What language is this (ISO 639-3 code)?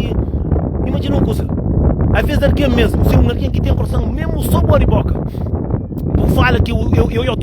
kea